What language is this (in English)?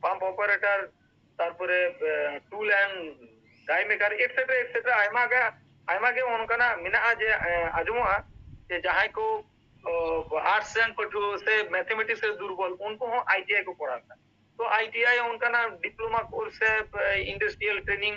Santali